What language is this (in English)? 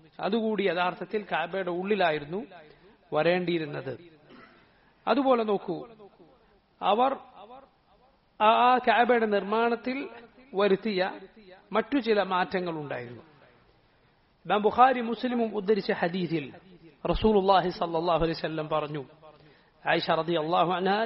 Malayalam